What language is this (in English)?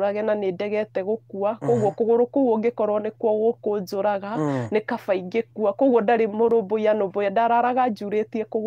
Kikuyu